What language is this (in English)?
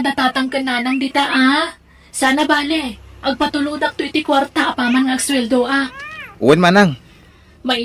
Iloko